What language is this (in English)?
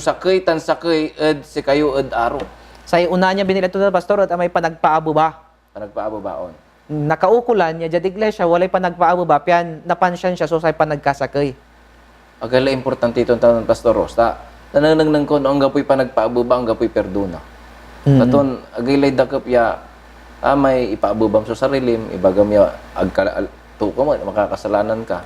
Pangasinan